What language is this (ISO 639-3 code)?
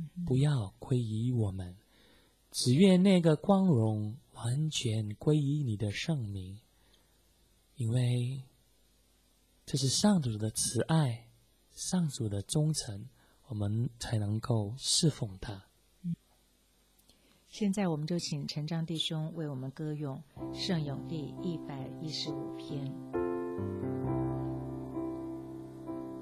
zho